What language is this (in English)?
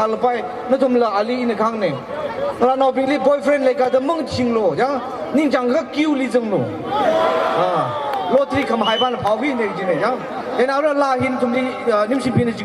Tangkhul Naga (India)